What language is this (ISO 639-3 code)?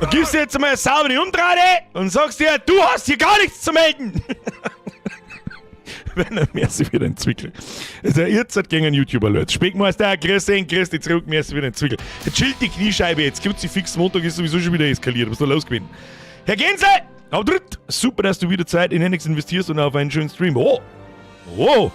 bar